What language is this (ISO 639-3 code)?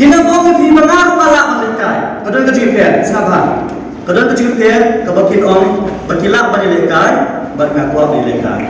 kha